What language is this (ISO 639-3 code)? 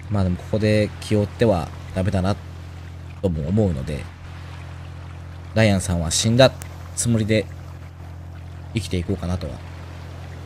jpn